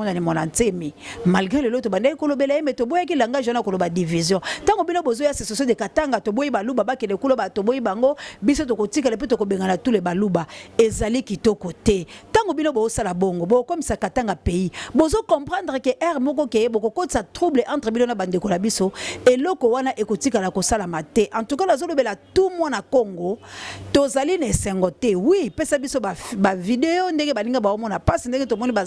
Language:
Lingala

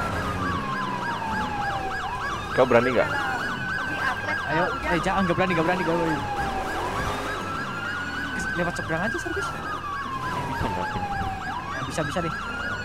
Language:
Indonesian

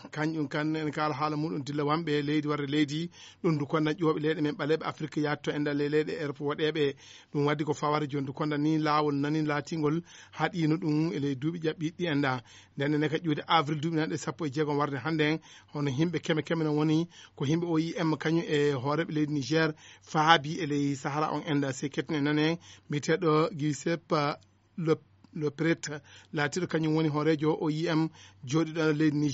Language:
Fula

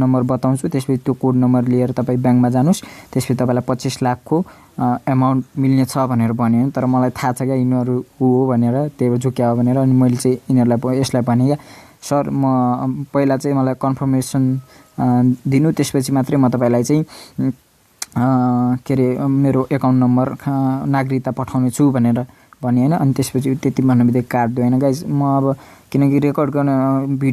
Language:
Nepali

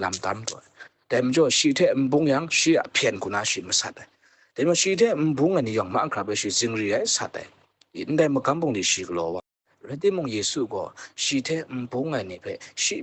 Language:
Kachin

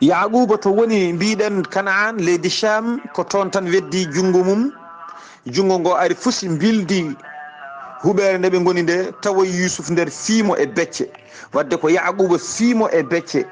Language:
Fula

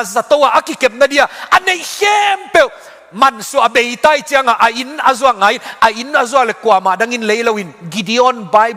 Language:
Tedim Chin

